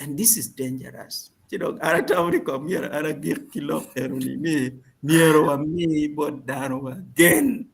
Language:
Acoli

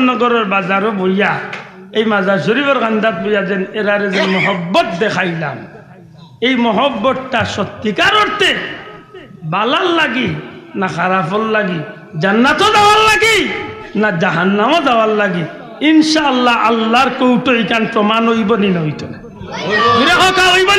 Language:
Sylheti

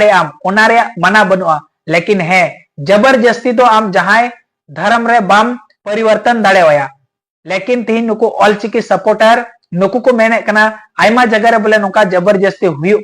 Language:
Santali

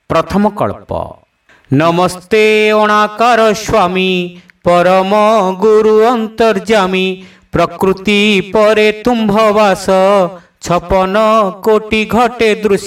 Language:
Odia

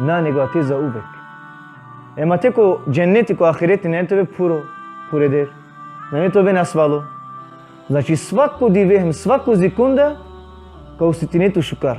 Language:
Balkan Romani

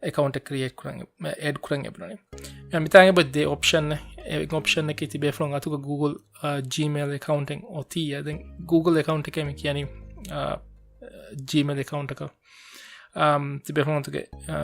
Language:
Divehi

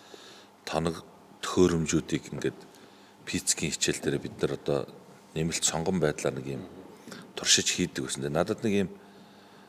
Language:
Mongolian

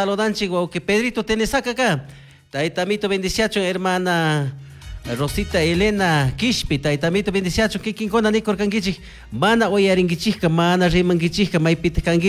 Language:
Chimborazo Highland Quichua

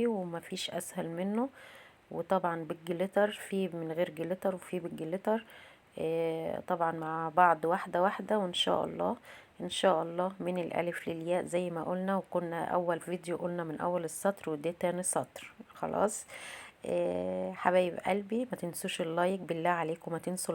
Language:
Egyptian Arabic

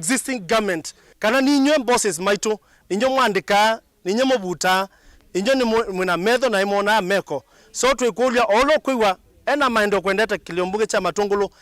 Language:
Kamba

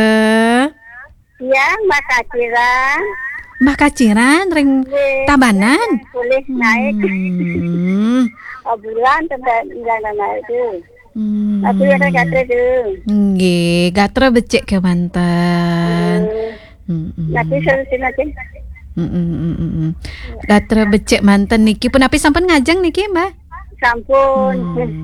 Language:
Balinese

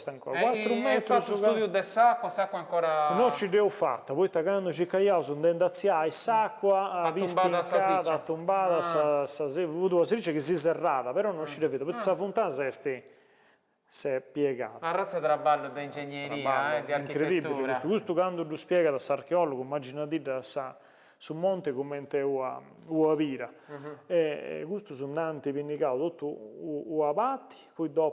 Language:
Sardinian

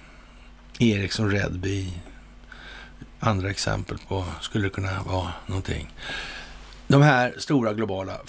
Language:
Swedish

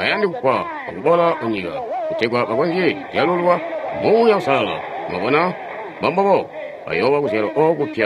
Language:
Tonga (Zambia)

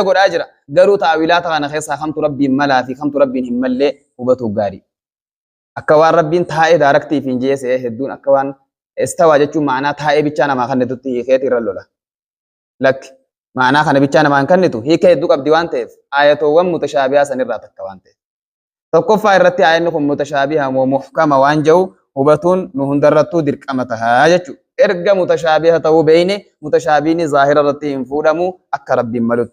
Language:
Oromo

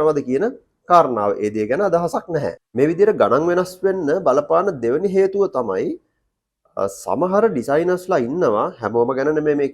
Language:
Sinhala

